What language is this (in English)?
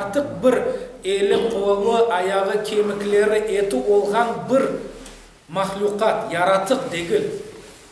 Crimean Tatar